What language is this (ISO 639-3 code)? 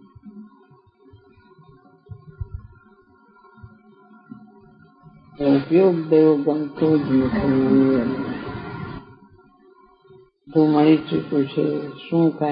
guj